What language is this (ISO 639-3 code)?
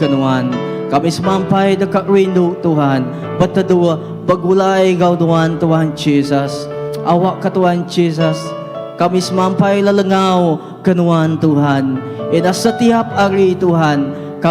iba